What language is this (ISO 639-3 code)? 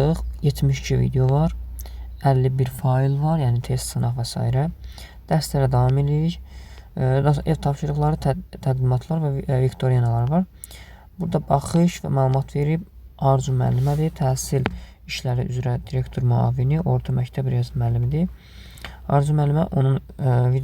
aze